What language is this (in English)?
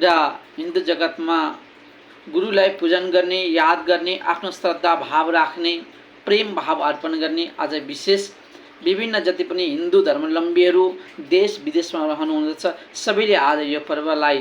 Nepali